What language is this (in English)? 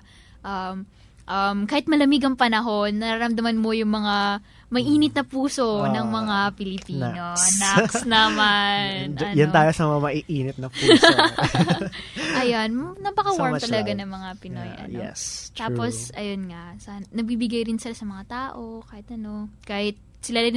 Filipino